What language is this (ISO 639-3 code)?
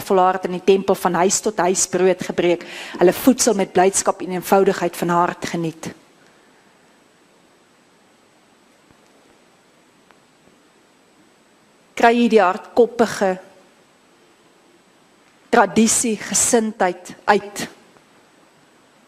afr